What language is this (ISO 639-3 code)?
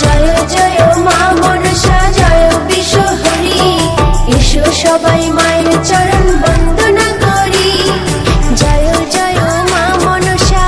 syl